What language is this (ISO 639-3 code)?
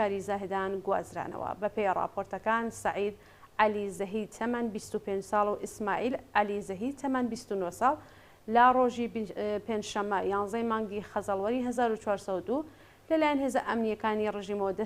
ckb